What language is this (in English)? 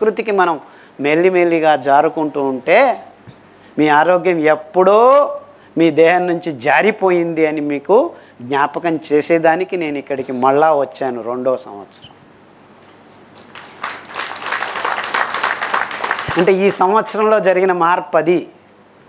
Telugu